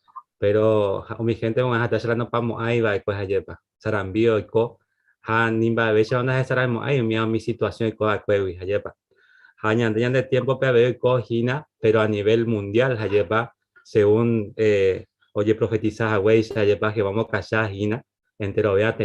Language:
Guarani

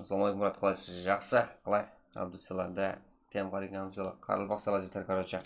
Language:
Kara-Kalpak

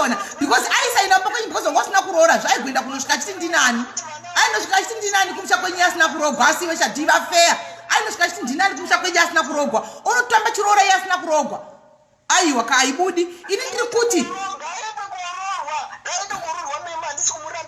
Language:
Shona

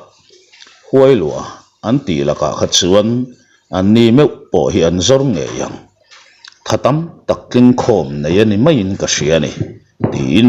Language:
Mizo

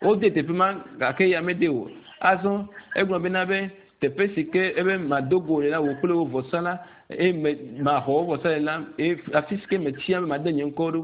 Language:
Ewe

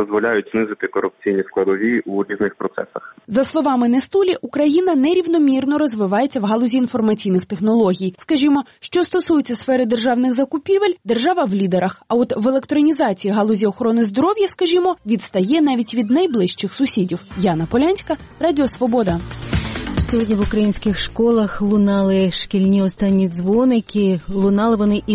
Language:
Ukrainian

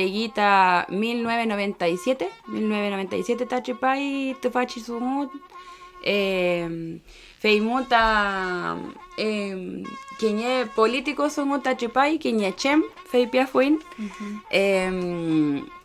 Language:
Mapuche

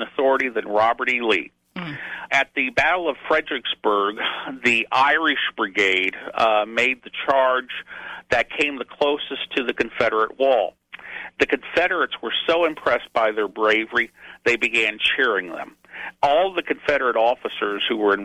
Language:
English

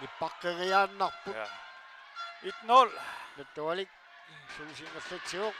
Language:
Kalaallisut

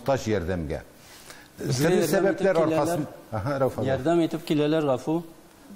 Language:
Tatar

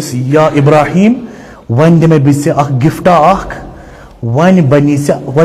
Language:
Kashmiri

